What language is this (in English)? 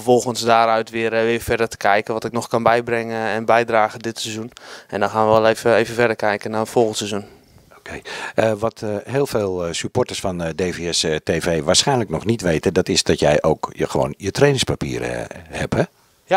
Dutch